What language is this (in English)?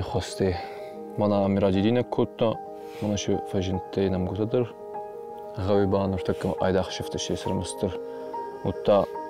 Ossetic